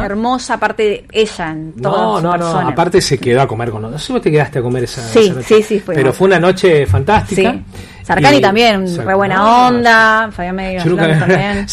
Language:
Spanish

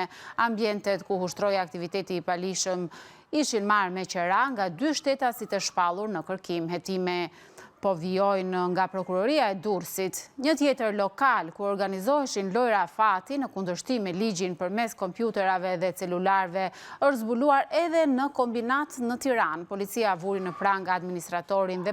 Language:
Albanian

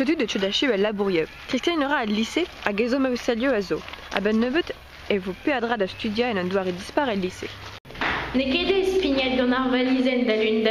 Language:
Breton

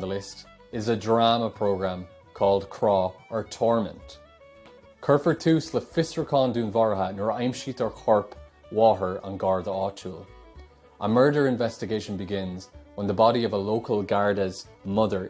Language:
Irish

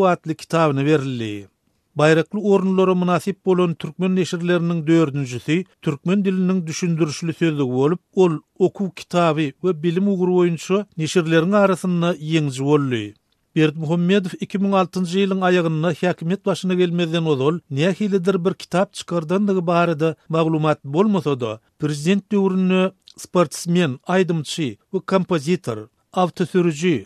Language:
Turkmen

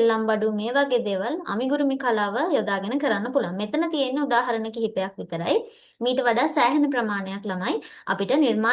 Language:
Sinhala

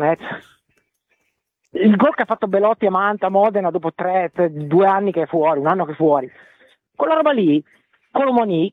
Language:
Italian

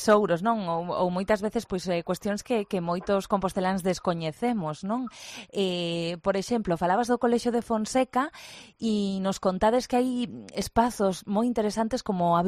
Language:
Galician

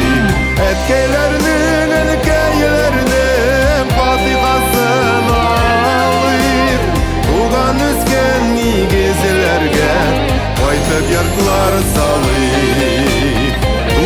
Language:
Tatar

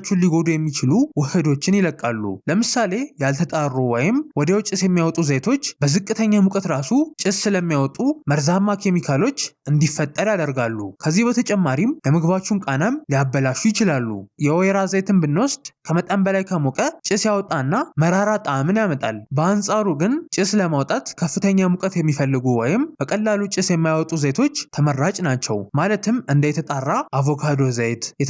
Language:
Amharic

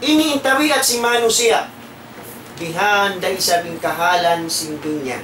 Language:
Tausug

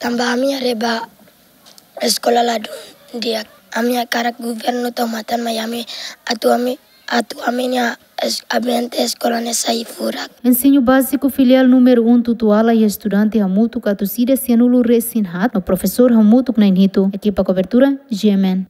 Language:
Tetum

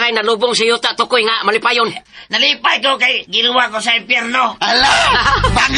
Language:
Cebuano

